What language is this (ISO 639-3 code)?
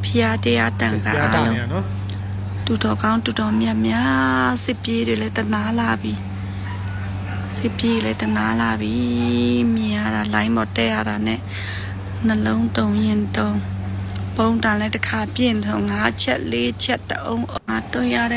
mya